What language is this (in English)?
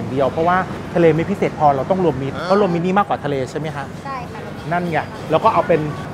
Thai